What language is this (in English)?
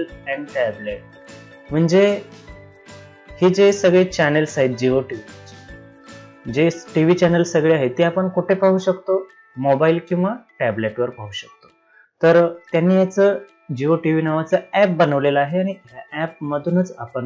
Marathi